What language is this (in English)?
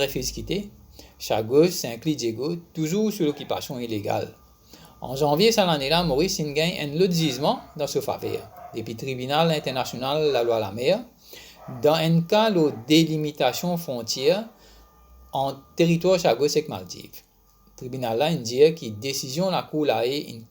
Morisyen